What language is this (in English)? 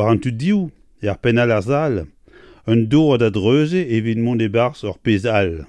Breton